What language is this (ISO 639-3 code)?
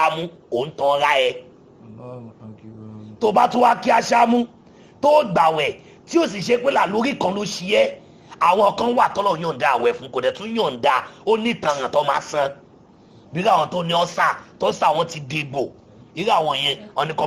yor